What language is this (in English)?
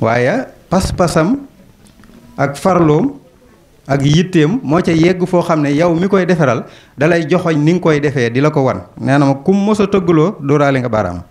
Wolof